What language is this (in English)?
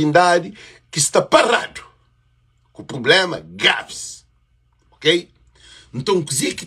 Kabuverdianu